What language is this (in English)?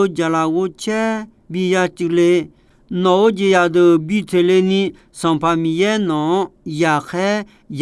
Akha